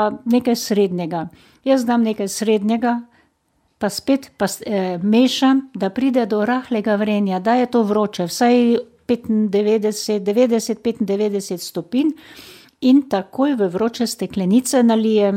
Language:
Slovenian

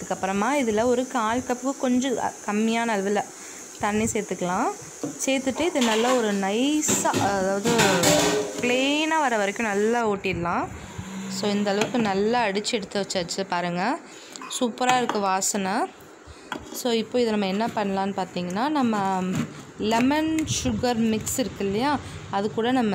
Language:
Tamil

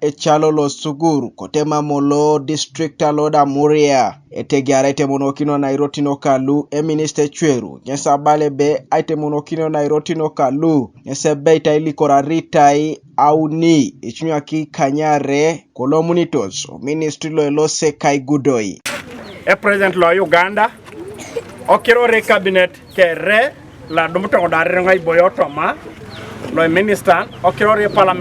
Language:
Teso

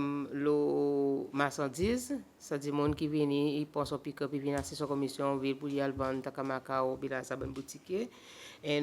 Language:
Seselwa Creole French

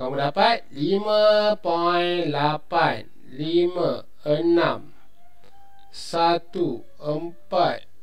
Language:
Malay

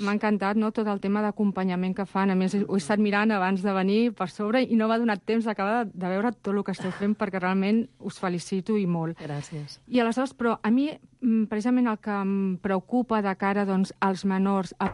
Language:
Catalan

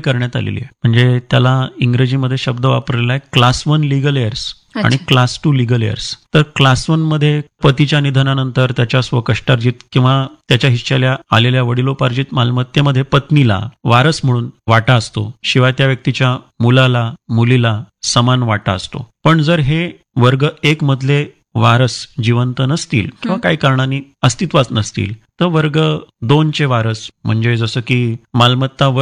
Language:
Marathi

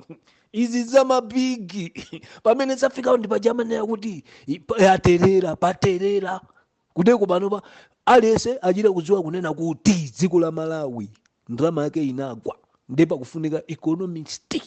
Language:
Nyanja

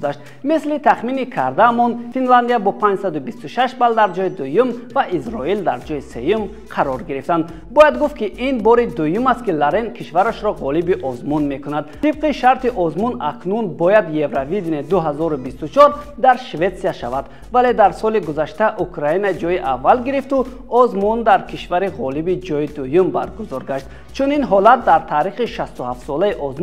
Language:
Tajik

